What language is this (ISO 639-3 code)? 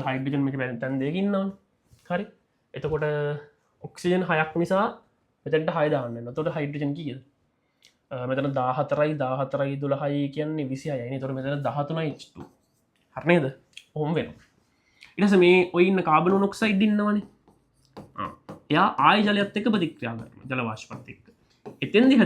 sin